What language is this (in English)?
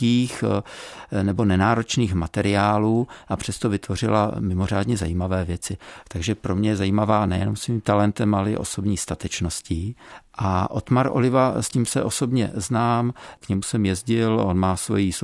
Czech